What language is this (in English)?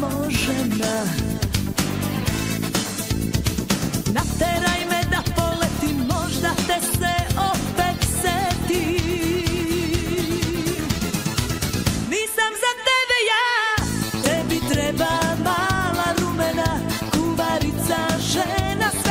Serbian